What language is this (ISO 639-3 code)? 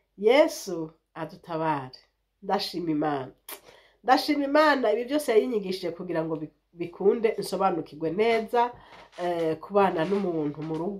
run